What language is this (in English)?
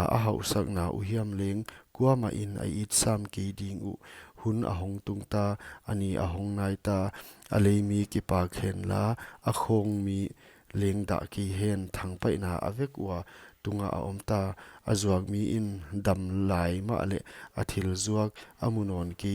Paite Chin